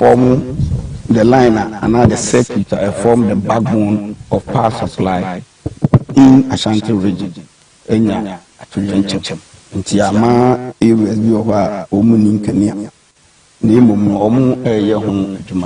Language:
Akan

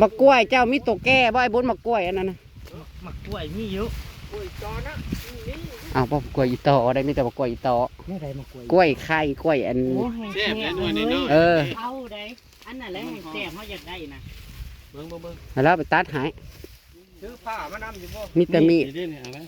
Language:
Northeastern Thai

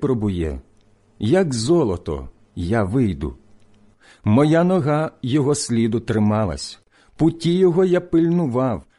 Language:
Ukrainian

